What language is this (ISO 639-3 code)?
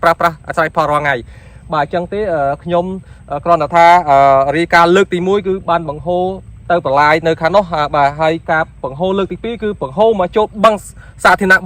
khm